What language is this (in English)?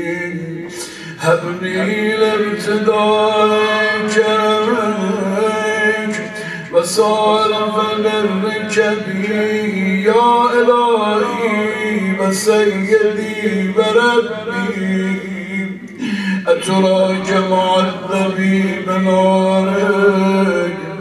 Persian